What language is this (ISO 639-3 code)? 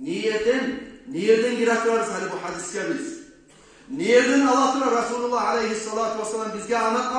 kum